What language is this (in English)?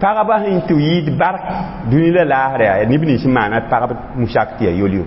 Mossi